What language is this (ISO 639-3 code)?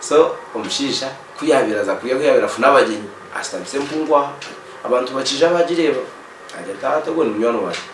nyn